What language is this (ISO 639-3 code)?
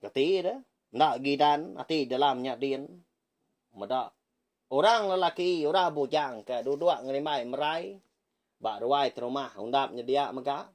iba